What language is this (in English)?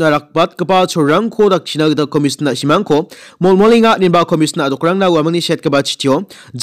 Garo